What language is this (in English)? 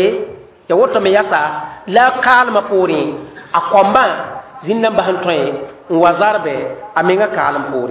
Mossi